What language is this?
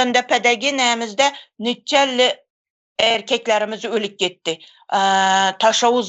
Turkmen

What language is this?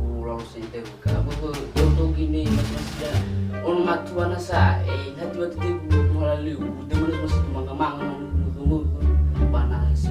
Nias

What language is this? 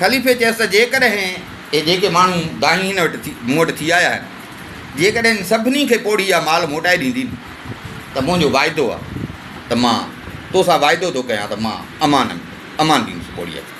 Sindhi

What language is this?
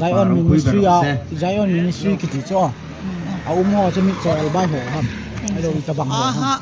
Hmar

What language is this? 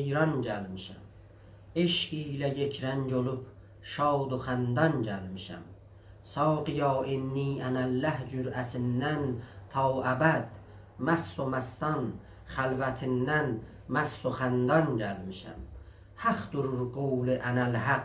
South Azerbaijani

